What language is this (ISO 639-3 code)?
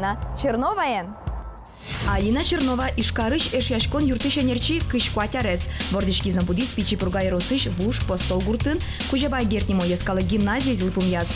udm